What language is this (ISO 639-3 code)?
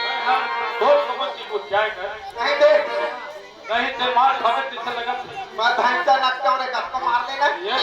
hne